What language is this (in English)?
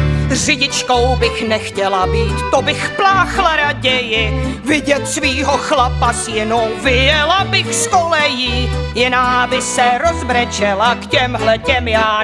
Czech